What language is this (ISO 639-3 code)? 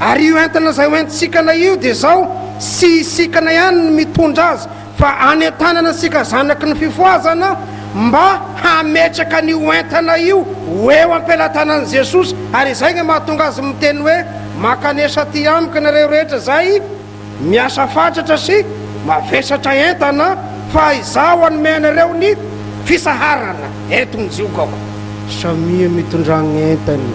mlg